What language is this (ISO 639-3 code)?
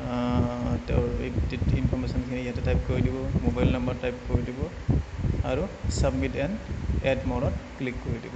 asm